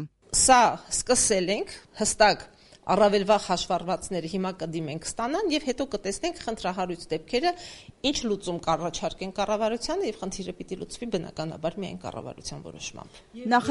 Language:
Armenian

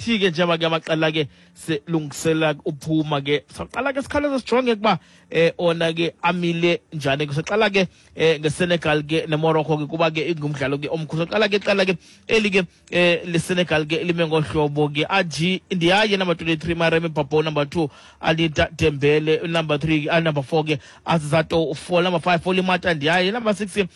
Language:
Xhosa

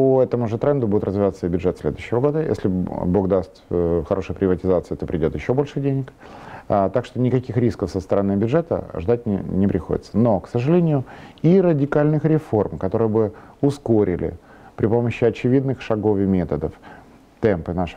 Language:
Russian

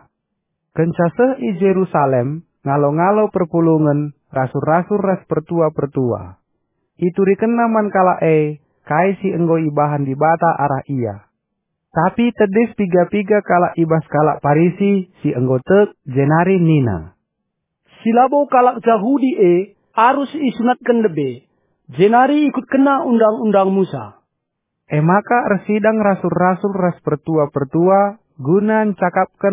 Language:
Batak Karo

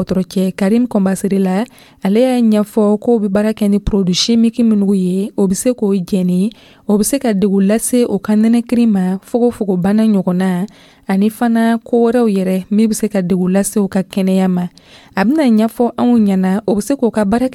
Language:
Dyula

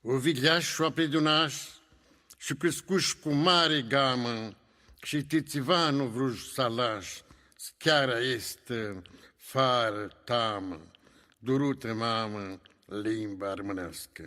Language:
Aromanian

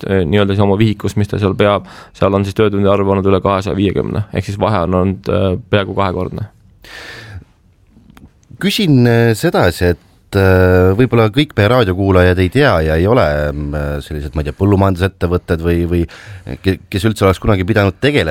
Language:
Estonian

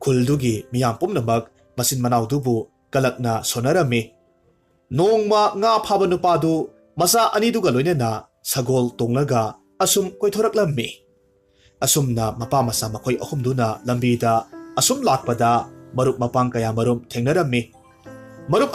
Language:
Manipuri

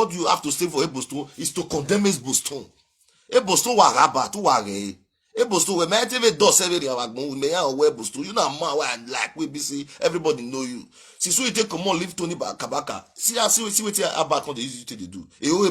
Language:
Nigerian Pidgin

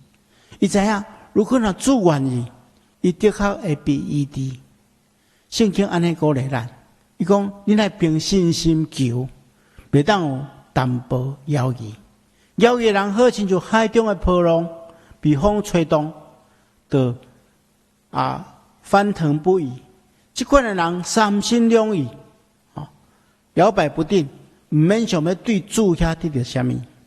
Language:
Min Nan Chinese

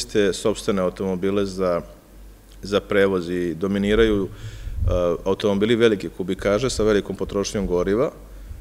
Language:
Serbian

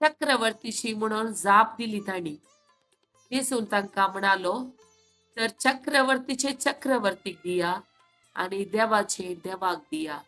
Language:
Konkani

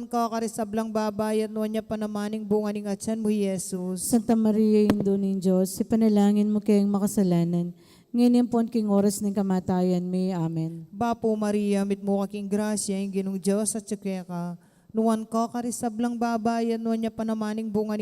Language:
Pampanga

